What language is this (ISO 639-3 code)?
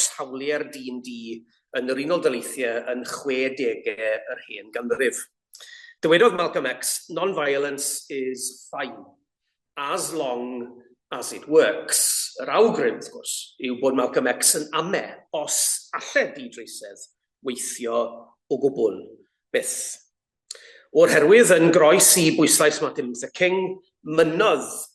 cym